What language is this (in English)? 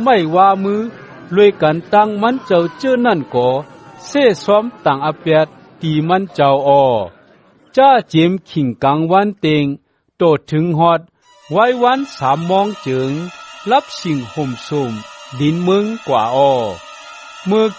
Shan